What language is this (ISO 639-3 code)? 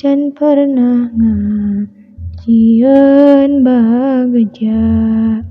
sun